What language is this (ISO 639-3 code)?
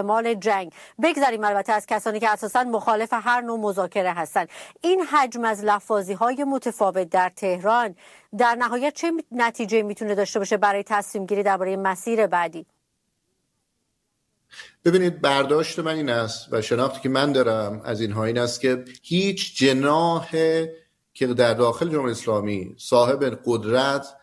fas